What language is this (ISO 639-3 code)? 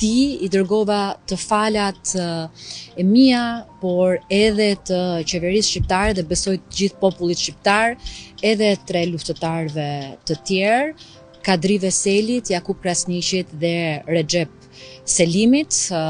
sqi